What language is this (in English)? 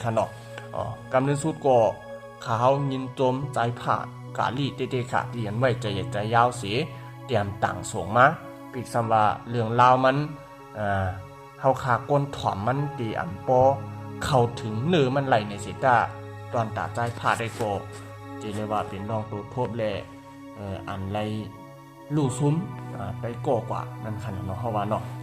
Shan